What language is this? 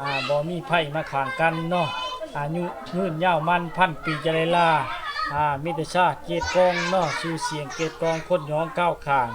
Lao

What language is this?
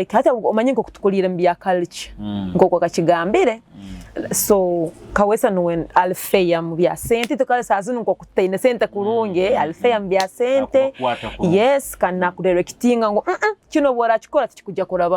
Nyoro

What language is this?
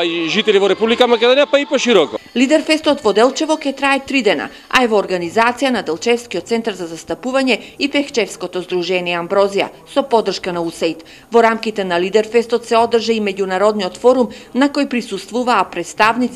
Macedonian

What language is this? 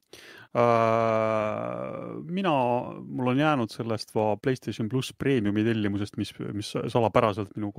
Estonian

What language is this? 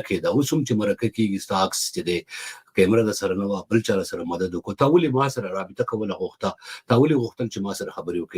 Pashto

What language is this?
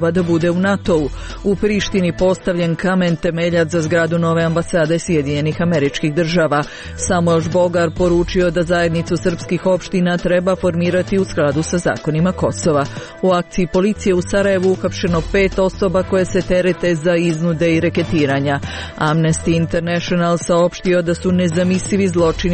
Croatian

